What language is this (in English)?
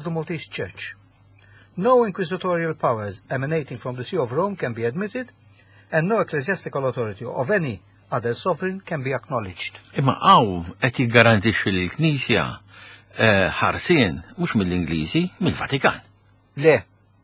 Maltese